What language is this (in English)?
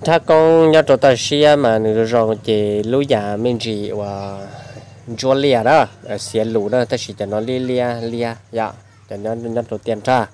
Hmong